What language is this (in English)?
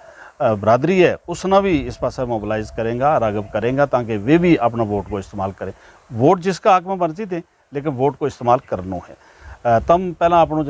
Gujari